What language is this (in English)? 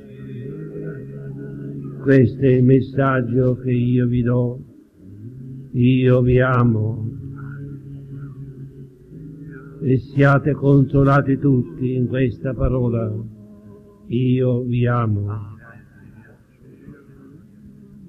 Italian